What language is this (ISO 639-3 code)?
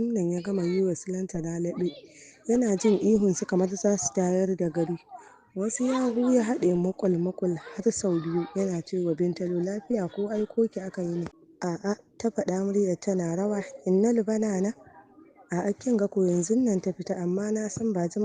hau